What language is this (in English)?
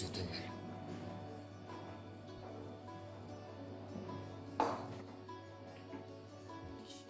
Kazakh